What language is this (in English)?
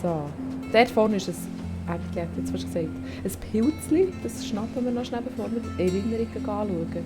Swiss German